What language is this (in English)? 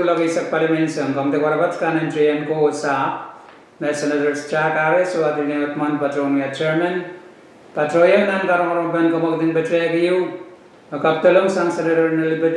Pohnpeian